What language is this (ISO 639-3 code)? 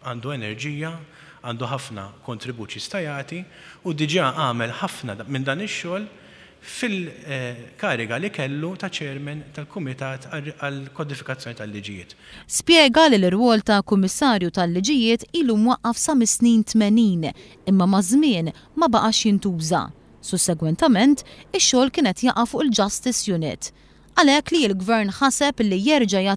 mlt